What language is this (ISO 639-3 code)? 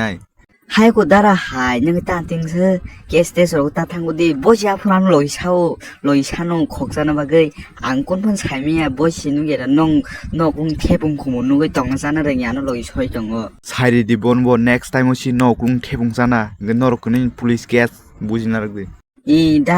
trp